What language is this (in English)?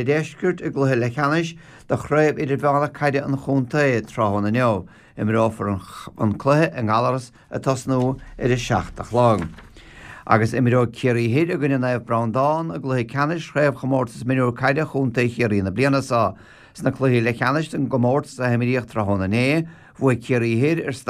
Irish